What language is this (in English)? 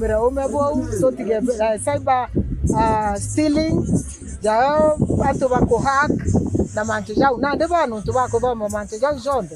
Meru